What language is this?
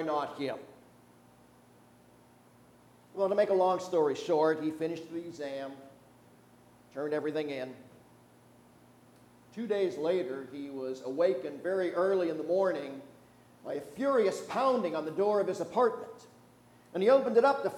English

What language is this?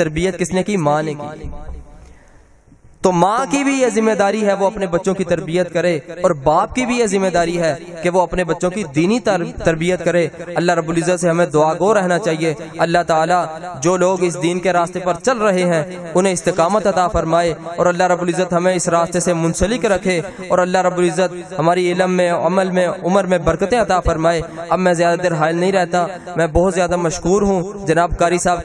Urdu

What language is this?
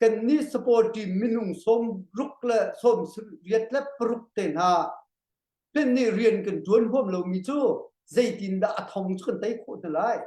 Hakha Chin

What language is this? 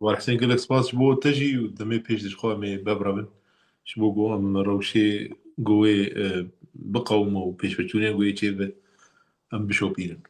Kurdish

